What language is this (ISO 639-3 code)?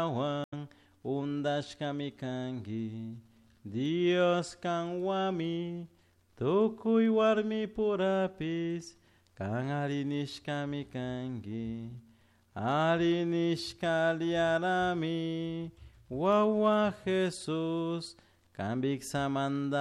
qug